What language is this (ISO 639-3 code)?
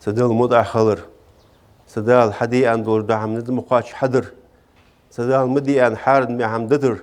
inh